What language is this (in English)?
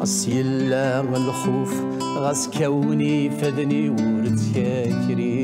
Kabyle